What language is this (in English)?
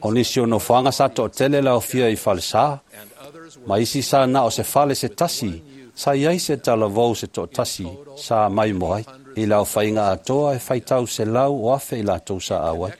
Samoan